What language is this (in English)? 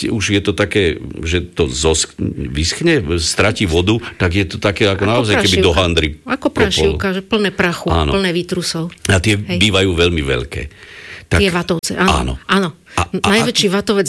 Slovak